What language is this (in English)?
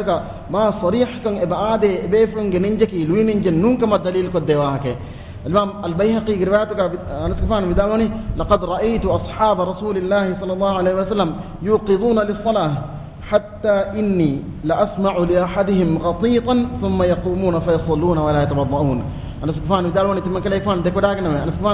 Divehi